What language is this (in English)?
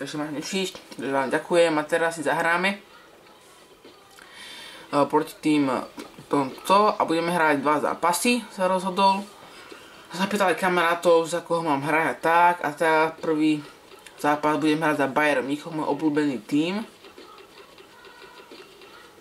Slovak